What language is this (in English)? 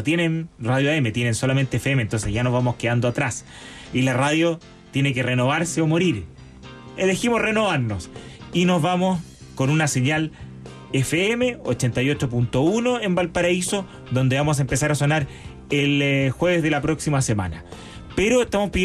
Spanish